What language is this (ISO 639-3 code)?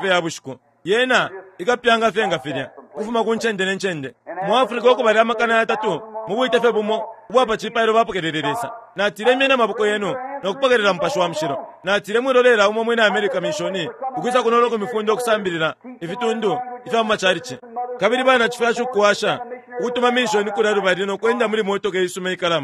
bem